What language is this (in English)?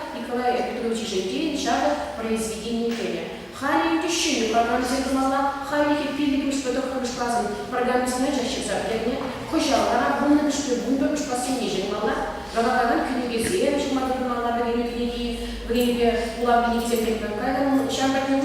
Chuvash